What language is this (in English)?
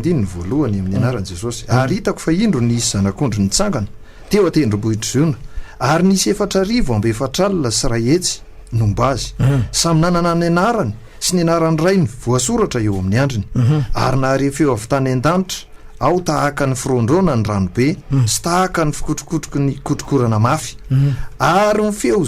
Malagasy